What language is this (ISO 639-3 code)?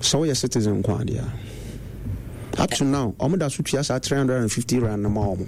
aka